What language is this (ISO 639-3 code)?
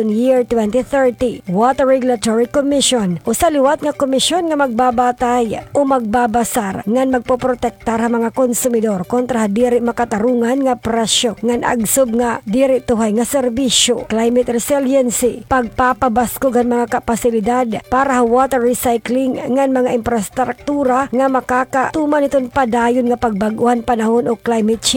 war